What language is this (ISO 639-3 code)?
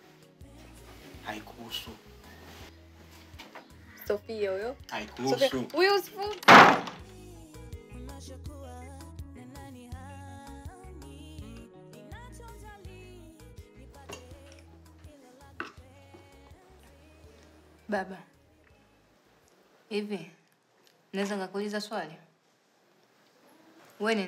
swa